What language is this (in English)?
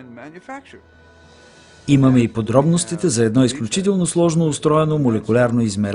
Bulgarian